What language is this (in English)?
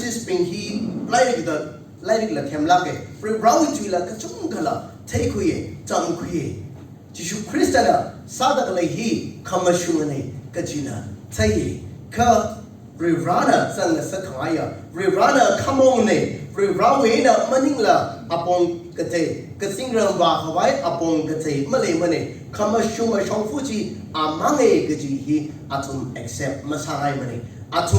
Tangkhul Naga (India)